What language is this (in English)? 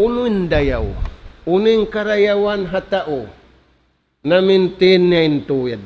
Tausug